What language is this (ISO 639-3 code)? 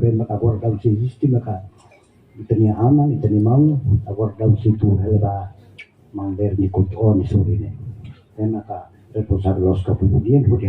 tet